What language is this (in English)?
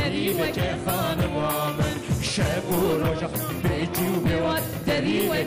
Kurdish